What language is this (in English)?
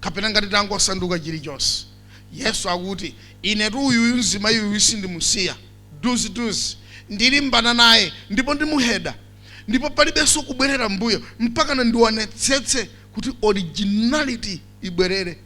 Nyanja